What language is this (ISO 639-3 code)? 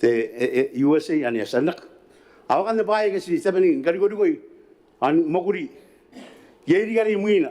gil